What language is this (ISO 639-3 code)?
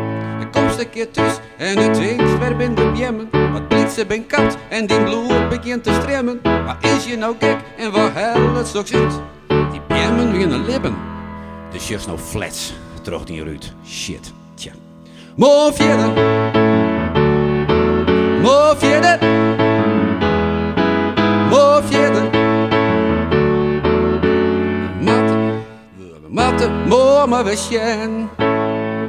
nld